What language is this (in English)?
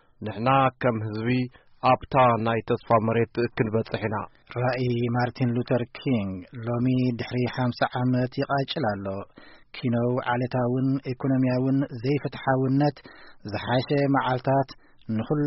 Tigrinya